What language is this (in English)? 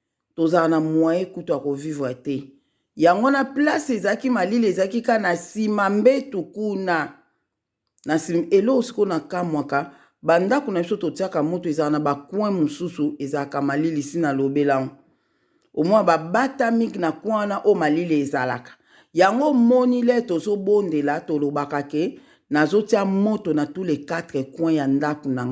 Lingala